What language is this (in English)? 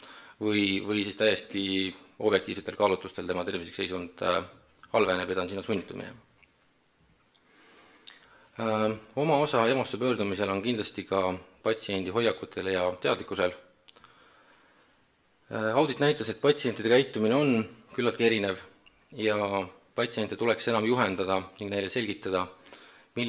Estonian